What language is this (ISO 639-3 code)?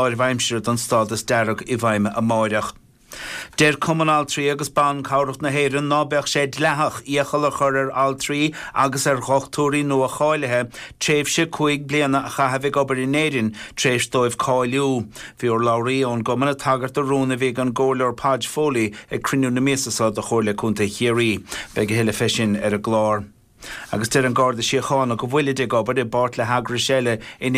gle